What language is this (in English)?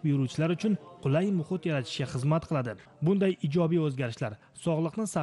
Uzbek